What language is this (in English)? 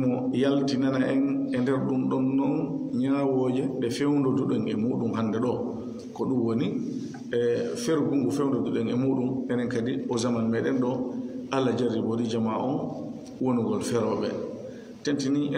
Fula